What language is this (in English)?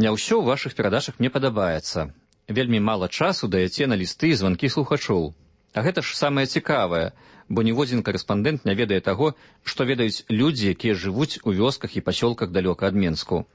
Belarusian